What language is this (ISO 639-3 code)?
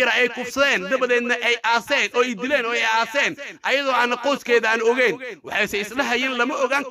som